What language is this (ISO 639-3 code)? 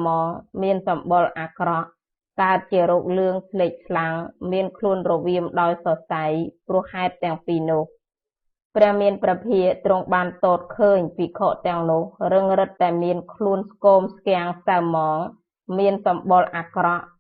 khm